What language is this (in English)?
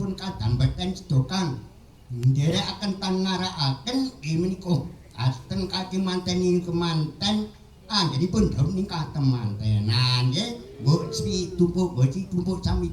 Javanese